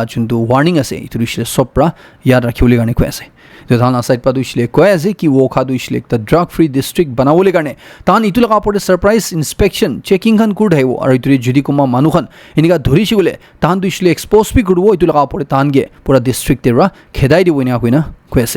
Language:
Naga Pidgin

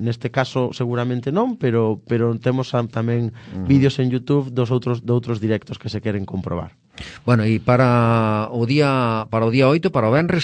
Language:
Galician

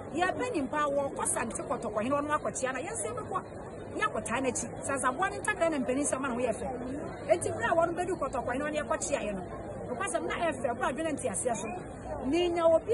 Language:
Akan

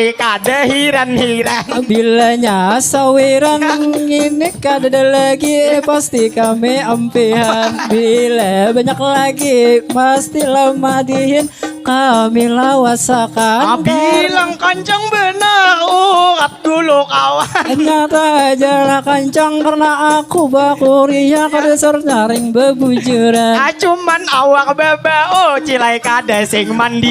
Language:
Banjar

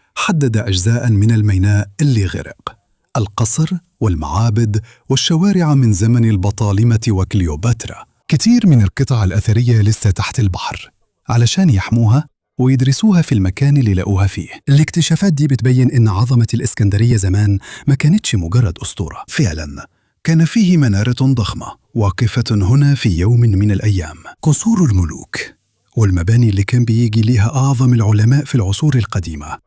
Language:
Egyptian Arabic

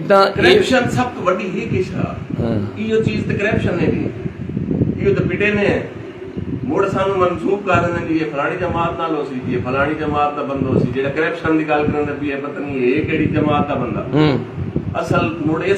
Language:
Saraiki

